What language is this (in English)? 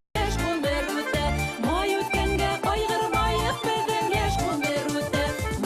Bashkir